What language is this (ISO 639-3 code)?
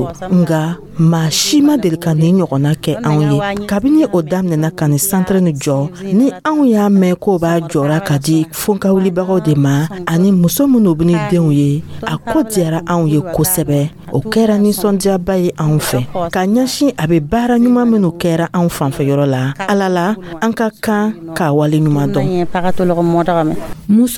dyu